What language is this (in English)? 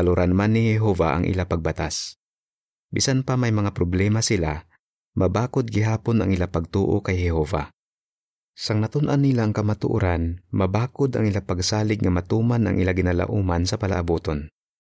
Hiligaynon